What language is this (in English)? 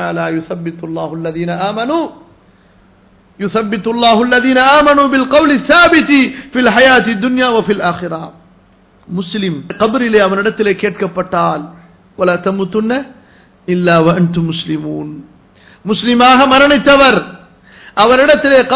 Tamil